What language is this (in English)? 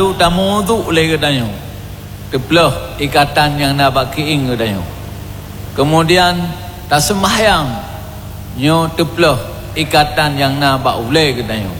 Achinese